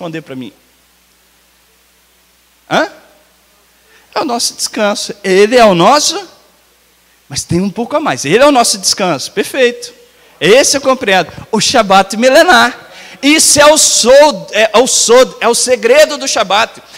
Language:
Portuguese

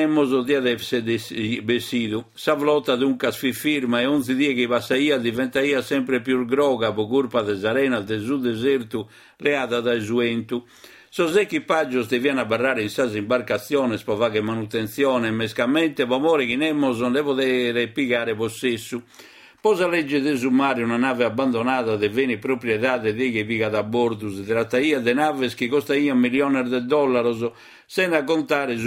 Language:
Sardinian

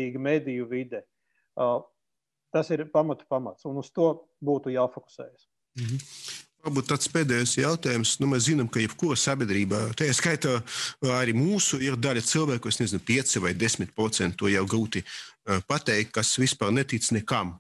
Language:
Latvian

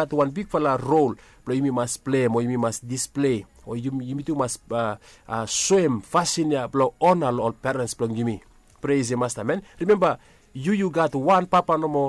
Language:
Bislama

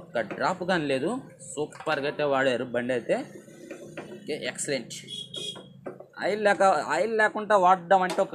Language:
Telugu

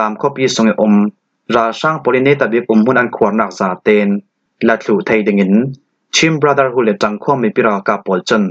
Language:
Falam Chin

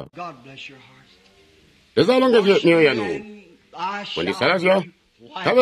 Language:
Tonga (Zambia)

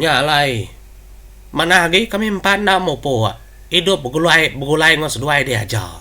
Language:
Iban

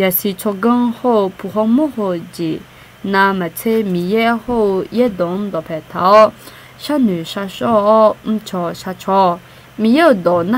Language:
Akha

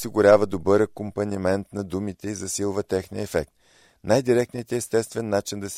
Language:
Bulgarian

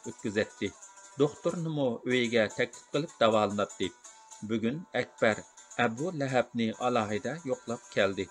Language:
Uyghur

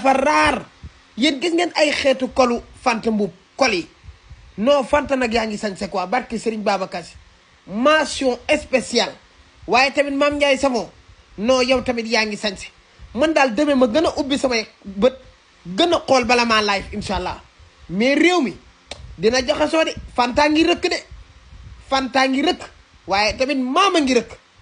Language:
Wolof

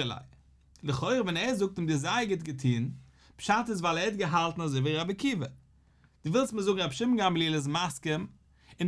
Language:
Yiddish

